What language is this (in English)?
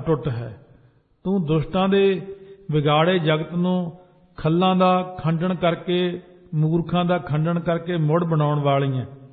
Punjabi